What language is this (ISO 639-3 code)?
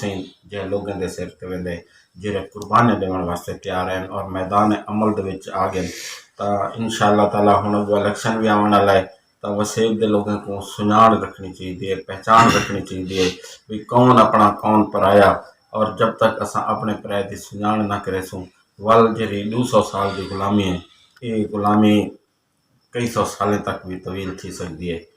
skr